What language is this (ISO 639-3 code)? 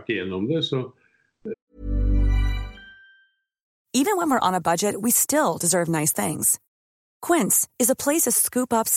nor